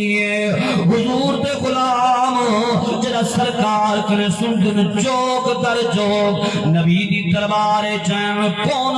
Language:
Saraiki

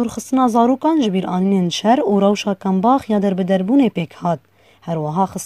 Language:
Kurdish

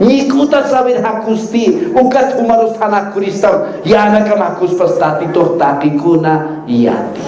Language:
Aymara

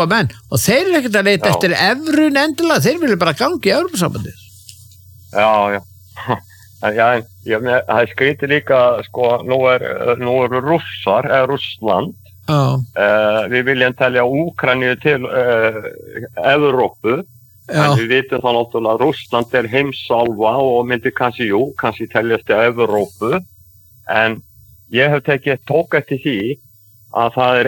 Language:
Icelandic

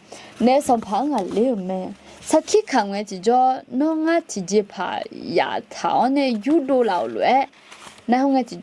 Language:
Akha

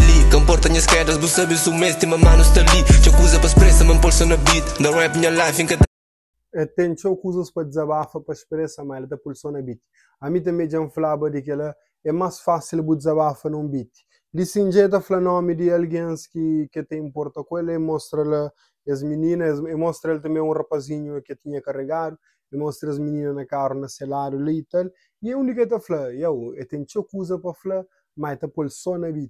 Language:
Kabuverdianu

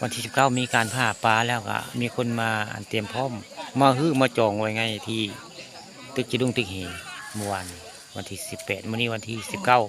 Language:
Northeastern Thai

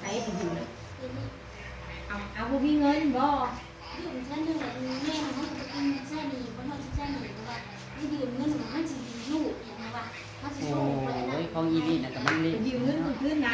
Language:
Northeastern Thai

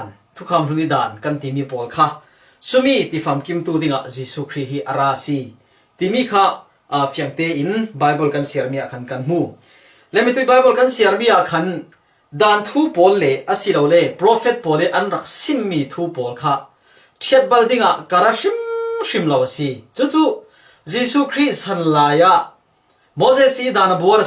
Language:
Falam Chin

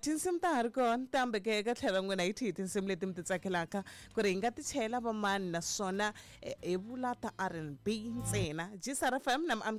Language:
Tsonga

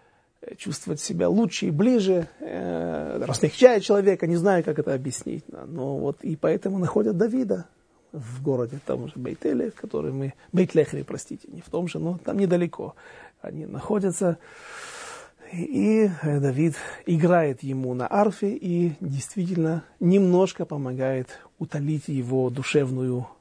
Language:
Russian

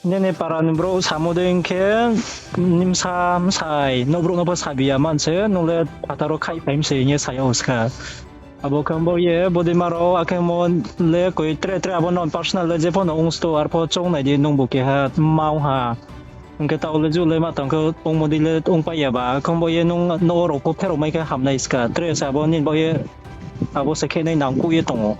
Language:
Riang (India)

